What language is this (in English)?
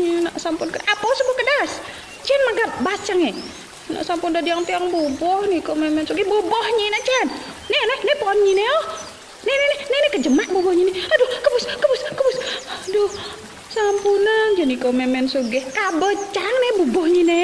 Balinese